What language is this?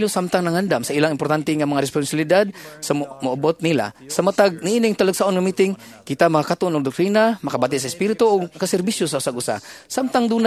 Cebuano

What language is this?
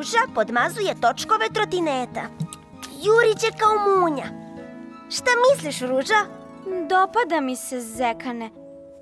Serbian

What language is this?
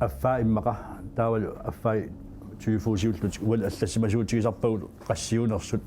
Kalaallisut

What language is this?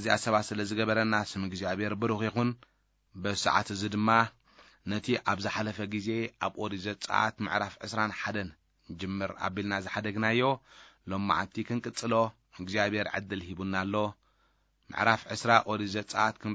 Tigrinya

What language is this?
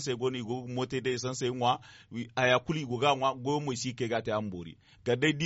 Zarma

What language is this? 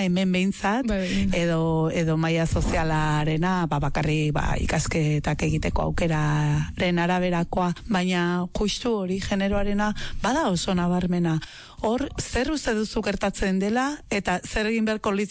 Basque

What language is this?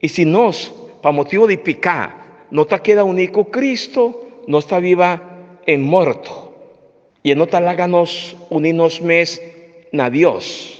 Papiamento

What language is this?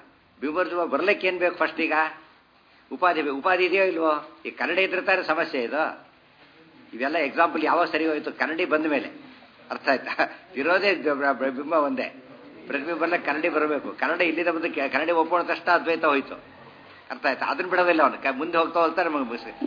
Kannada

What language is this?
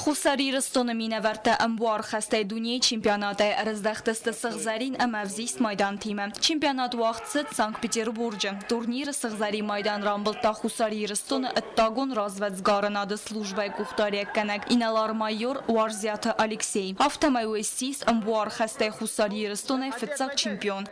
Ossetic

